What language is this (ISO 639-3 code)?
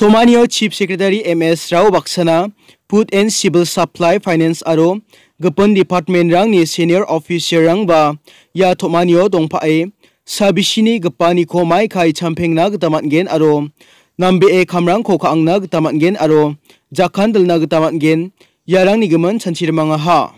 grt